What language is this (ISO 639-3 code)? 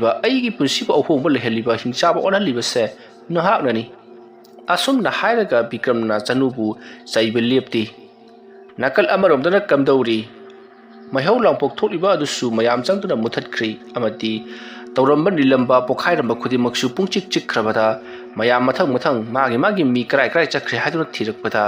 mni